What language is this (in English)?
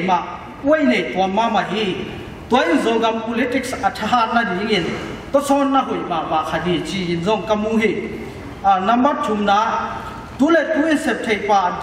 Tedim Chin